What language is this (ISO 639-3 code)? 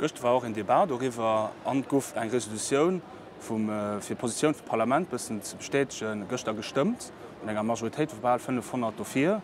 ltz